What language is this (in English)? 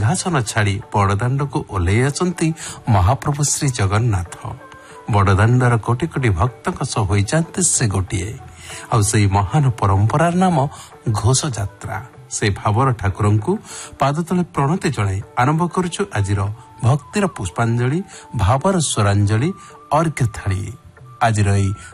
Odia